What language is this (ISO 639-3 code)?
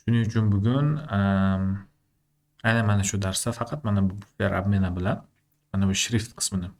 uzb